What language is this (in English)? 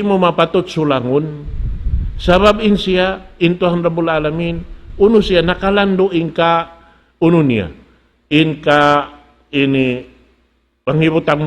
Tausug